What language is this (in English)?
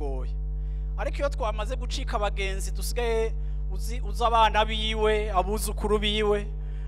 Rundi